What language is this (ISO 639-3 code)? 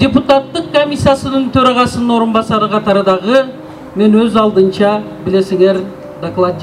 kir